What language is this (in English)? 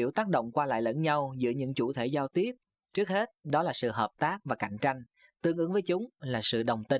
Vietnamese